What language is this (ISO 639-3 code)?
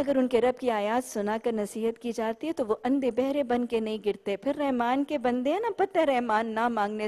urd